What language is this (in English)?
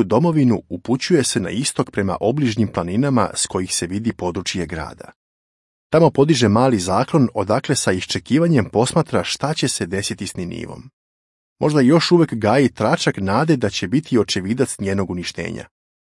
Serbian